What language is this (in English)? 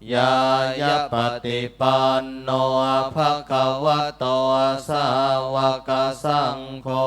Pali